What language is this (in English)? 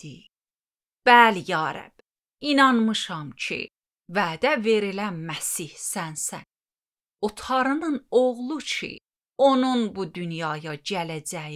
Azerbaijani